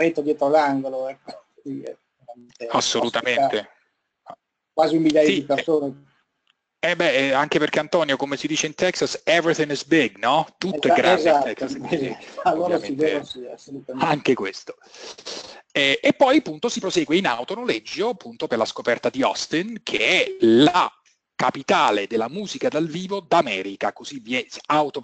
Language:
Italian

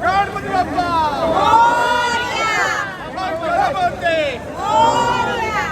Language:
Konkani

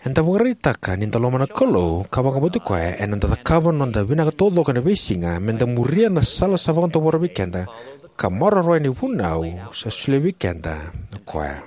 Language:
Fijian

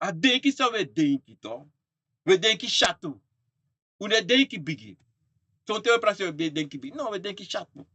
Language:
Sranan Tongo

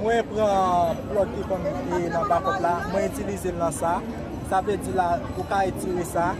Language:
Haitian Creole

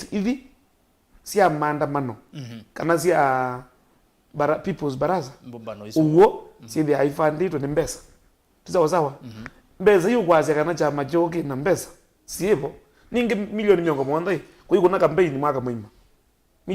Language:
Kamba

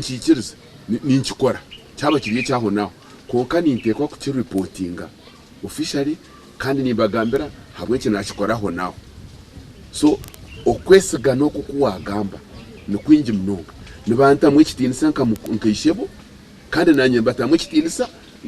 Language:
Nyankole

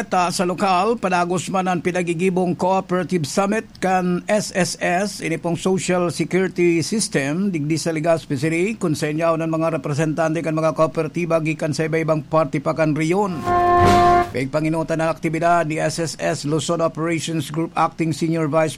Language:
Bikol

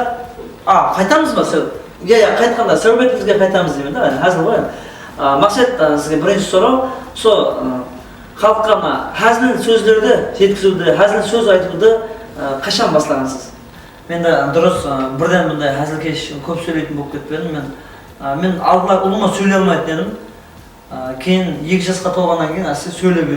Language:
Kara-Kalpak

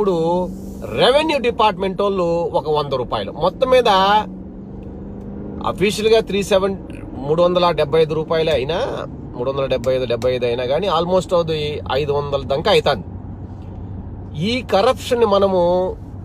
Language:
Telugu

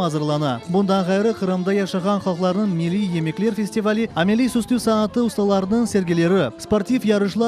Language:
Crimean Tatar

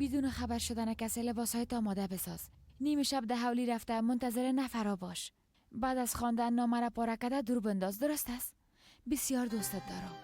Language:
Persian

